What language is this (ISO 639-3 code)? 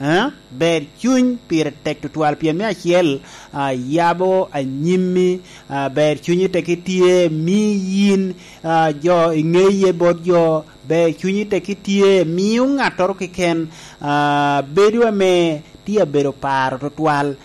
laj